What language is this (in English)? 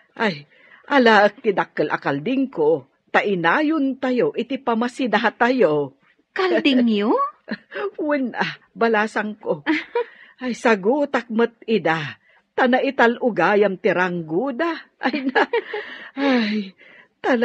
Iloko